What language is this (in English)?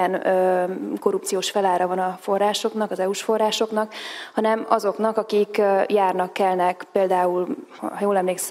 Hungarian